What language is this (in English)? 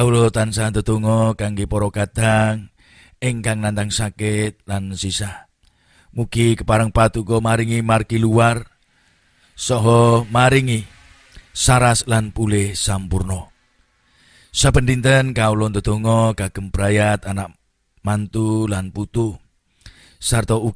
Javanese